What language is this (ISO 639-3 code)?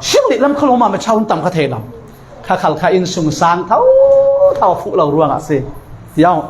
cfm